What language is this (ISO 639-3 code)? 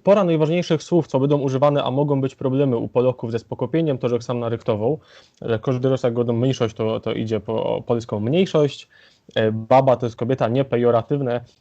szl